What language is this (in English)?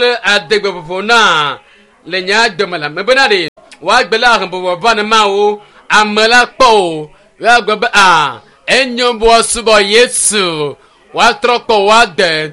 Ewe